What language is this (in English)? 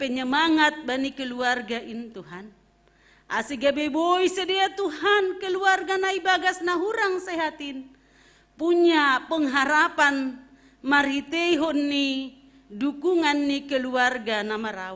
Batak Simalungun